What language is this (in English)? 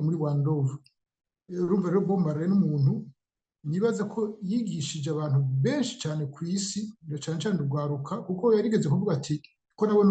Rundi